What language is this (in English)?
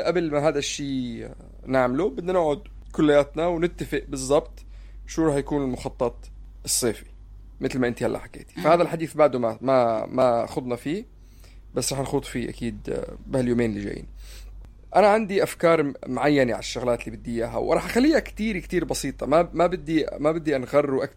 North Levantine Arabic